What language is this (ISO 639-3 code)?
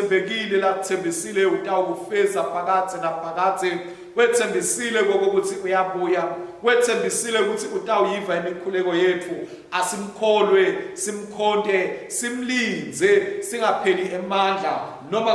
ssw